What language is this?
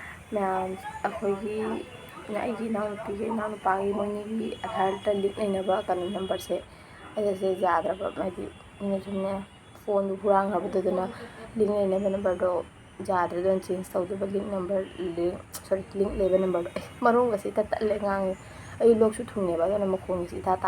Manipuri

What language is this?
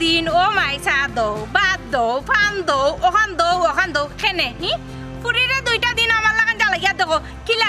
Sylheti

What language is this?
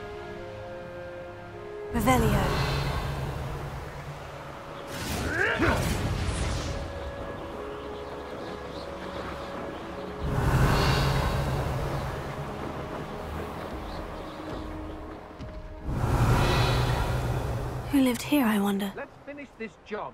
English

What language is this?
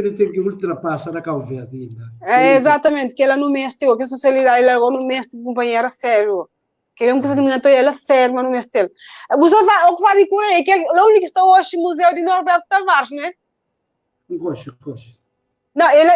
Kabuverdianu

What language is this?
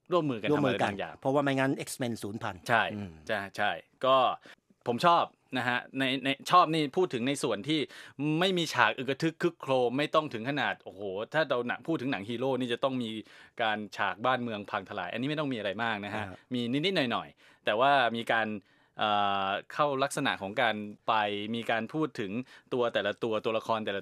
Thai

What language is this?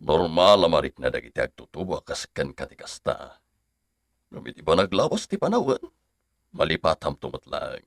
Iloko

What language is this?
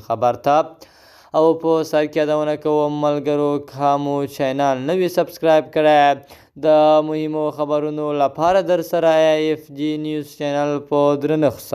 Pashto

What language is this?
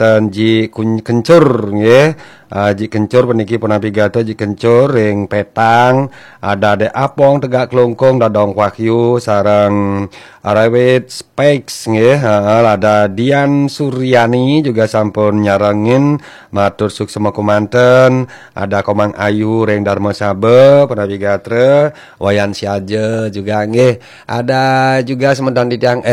Balinese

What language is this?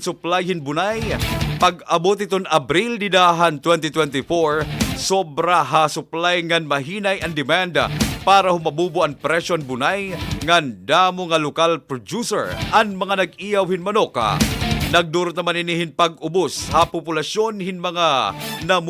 Waray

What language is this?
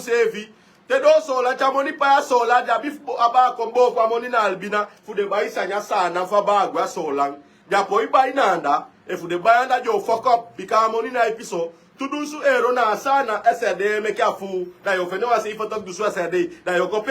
Sranan Tongo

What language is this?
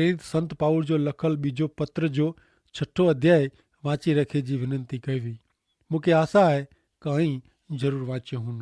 Kachhi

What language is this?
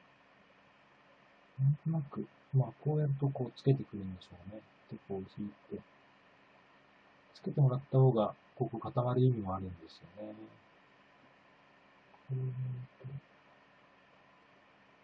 Japanese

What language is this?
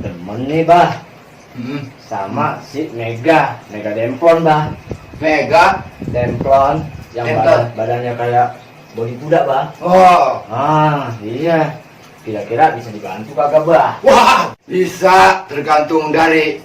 Betawi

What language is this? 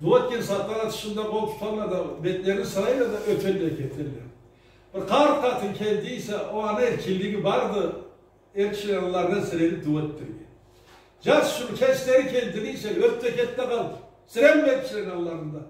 Karachay-Balkar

